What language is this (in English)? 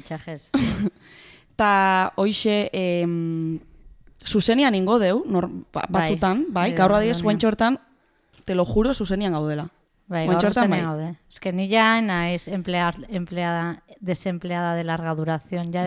Basque